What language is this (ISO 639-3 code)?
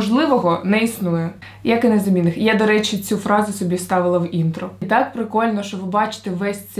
ukr